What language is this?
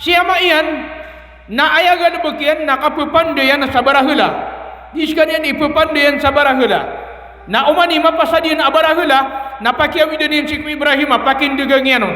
Maranao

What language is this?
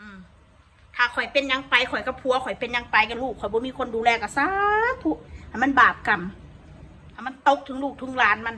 Northeastern Thai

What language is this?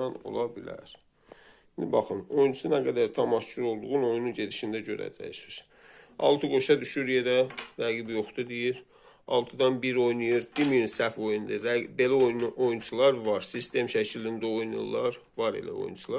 Azerbaijani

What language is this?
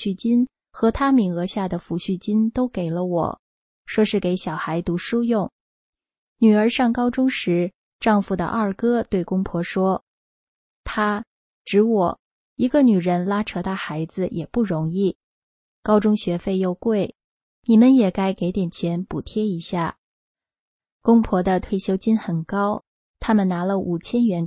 Chinese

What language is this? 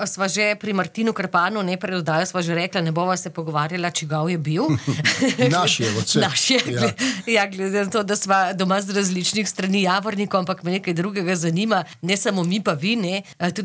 Slovenian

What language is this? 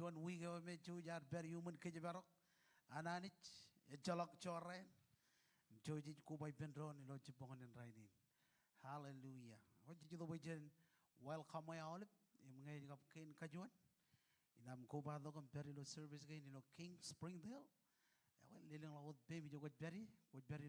Marshallese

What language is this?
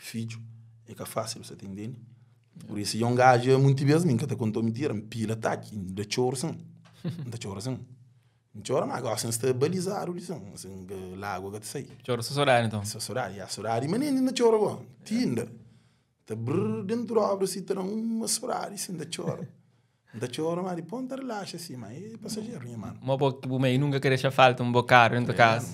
Kabuverdianu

